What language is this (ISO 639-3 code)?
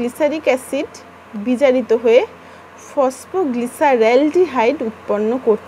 ben